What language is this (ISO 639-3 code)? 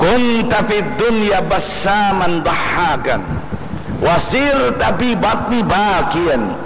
bjn